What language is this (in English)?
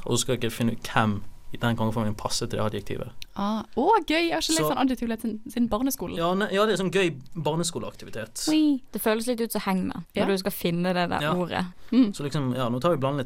Norwegian